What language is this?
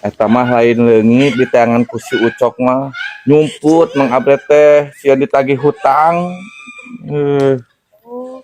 Sundanese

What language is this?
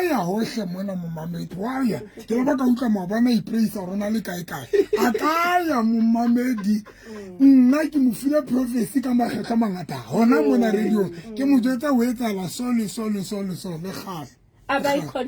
Southern Sotho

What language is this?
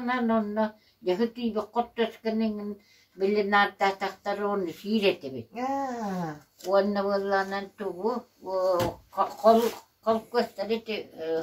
Yakut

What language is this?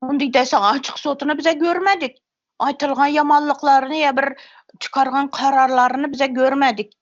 Turkmen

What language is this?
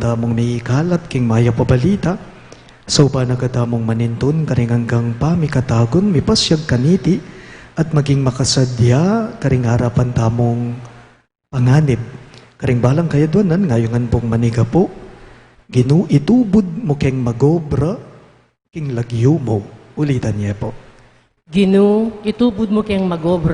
Pampanga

